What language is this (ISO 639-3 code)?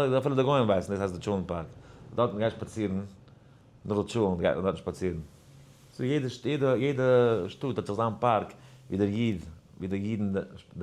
yid